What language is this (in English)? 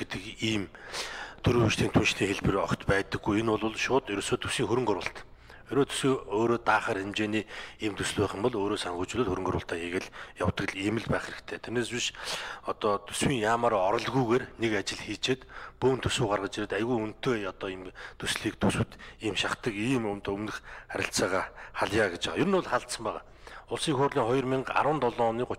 Mongolian